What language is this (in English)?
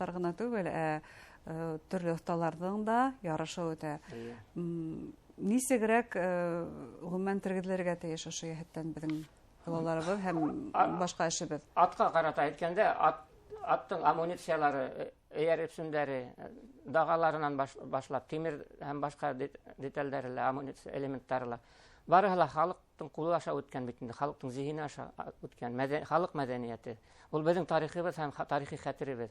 Bashkir